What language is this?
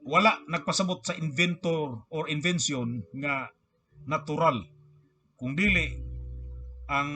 Cebuano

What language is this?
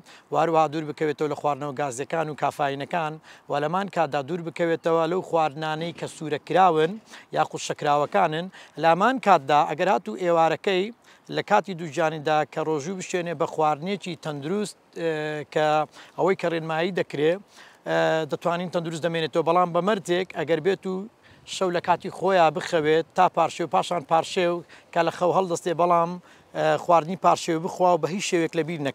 Central Kurdish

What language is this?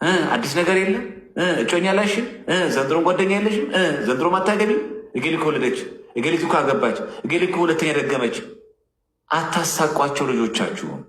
Amharic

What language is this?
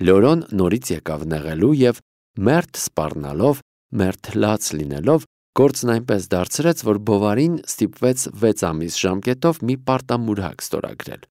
Armenian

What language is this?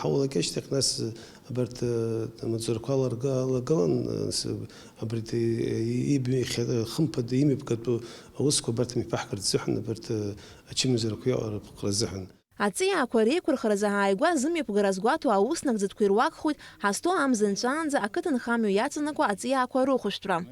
Abkhazian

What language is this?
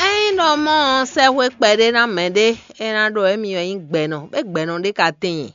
Fon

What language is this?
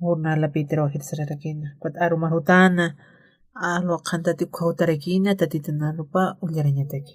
Aymara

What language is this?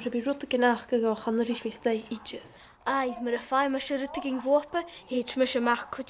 Scottish Gaelic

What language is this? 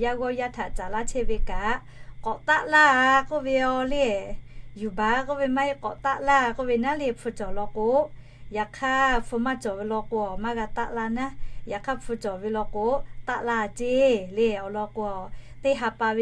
Lahu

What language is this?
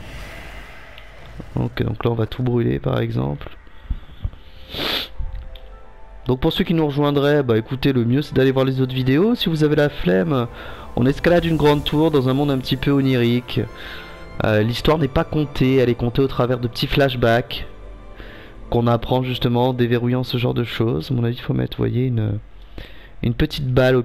French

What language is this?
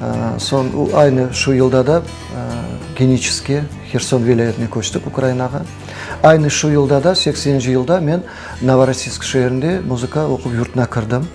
Crimean Tatar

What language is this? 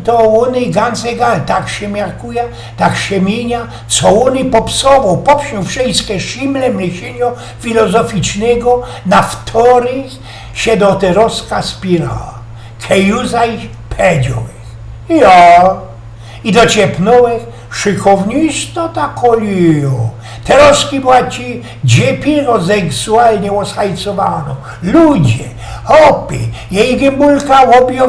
Silesian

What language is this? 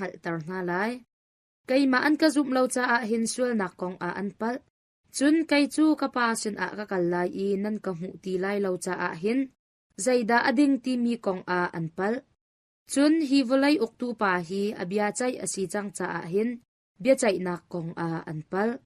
Hakha Chin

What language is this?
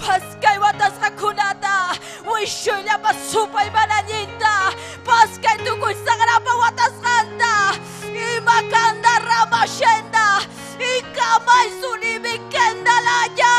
Ayacucho Quechua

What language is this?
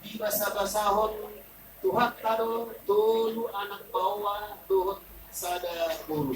Batak Toba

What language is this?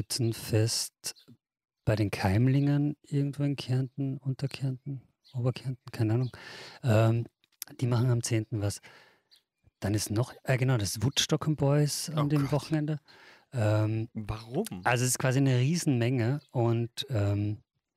German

